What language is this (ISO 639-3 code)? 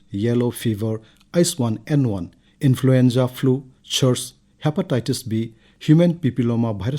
mni